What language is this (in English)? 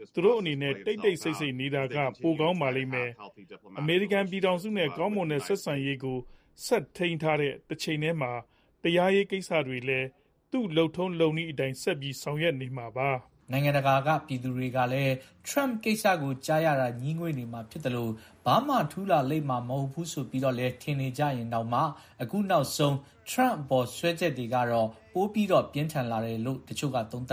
Burmese